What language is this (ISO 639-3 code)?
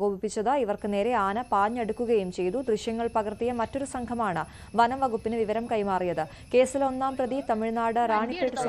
mal